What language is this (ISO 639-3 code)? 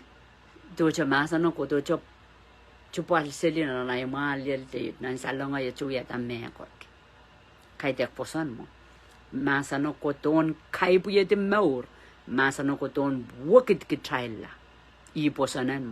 pon